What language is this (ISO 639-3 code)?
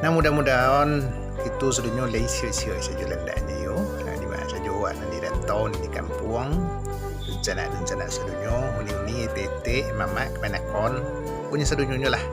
min